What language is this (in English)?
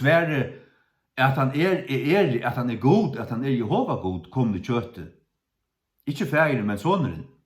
Faroese